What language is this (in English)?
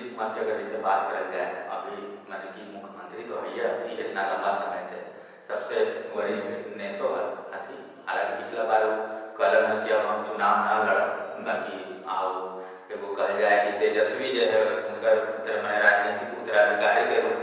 Magahi